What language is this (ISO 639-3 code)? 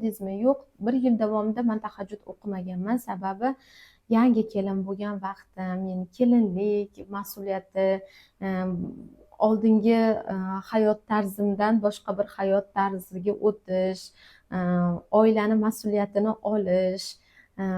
uzb